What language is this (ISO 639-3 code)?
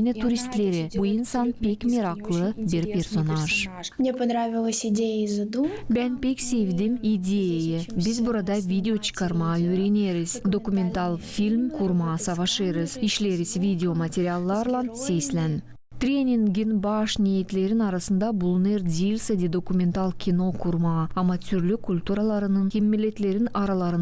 gag